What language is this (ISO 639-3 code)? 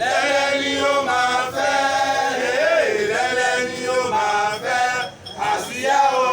yor